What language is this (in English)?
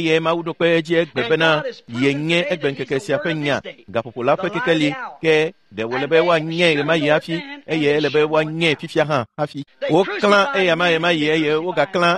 Ewe